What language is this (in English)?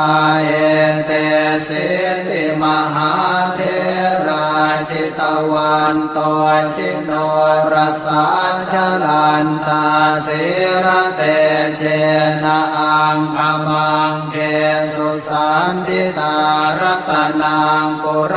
Pali